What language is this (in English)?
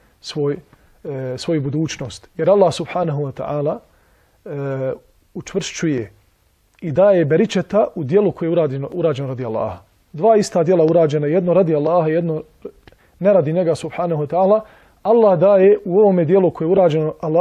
Bosnian